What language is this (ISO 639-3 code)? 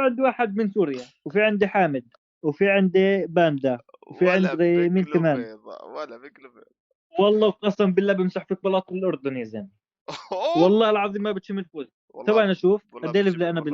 apc